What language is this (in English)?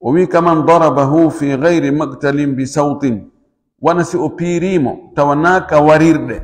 Fula